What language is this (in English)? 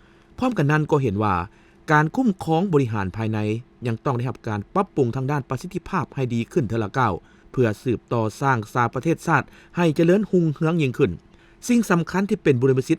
Lao